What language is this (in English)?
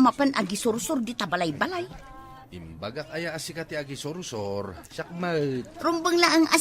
Iloko